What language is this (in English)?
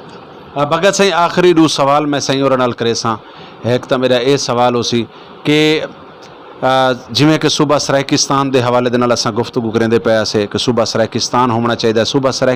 Saraiki